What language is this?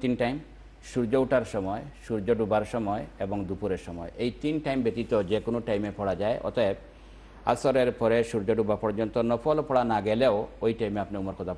Bangla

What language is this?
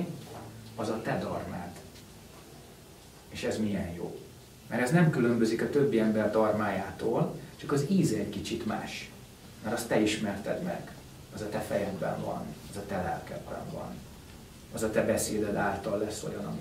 Hungarian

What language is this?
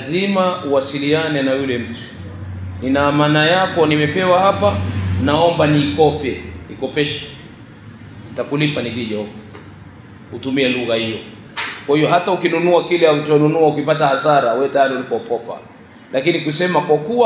Swahili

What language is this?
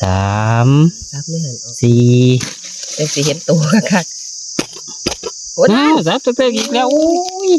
Northeastern Thai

